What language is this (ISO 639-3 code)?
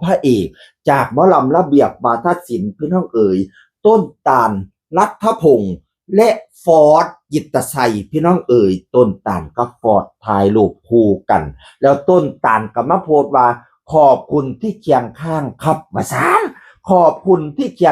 tts